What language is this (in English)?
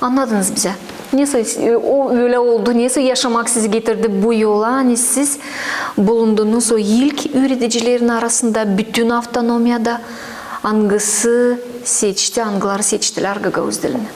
Gagauz